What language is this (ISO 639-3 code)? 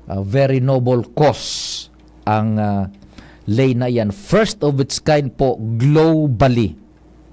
bik